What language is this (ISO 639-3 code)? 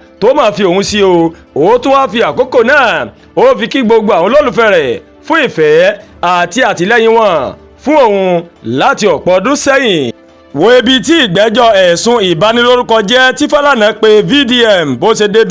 yor